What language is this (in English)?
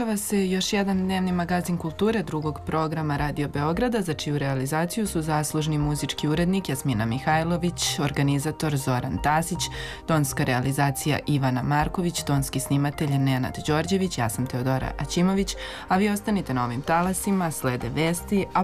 Serbian